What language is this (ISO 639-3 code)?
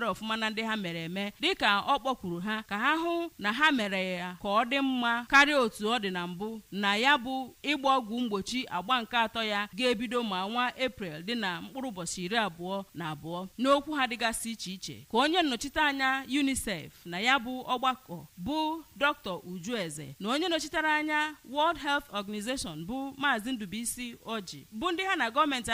ibo